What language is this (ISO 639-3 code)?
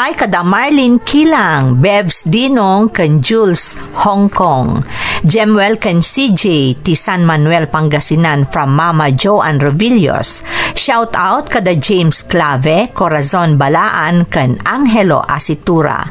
ilo